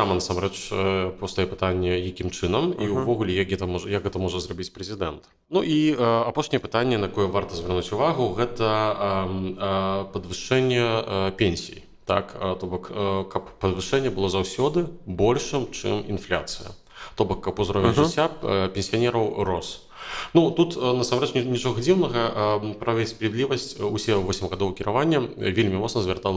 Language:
Belarusian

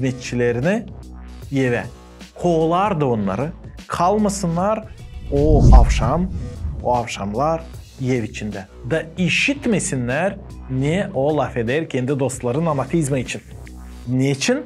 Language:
Gagauz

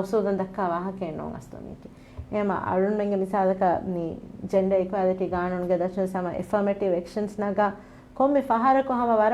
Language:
Divehi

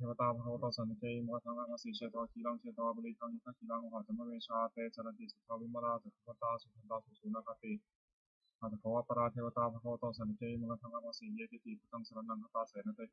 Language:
Pali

